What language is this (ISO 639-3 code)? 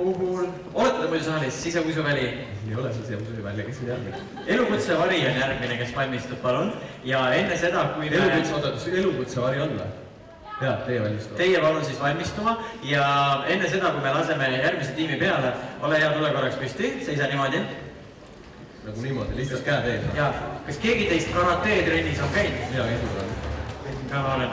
est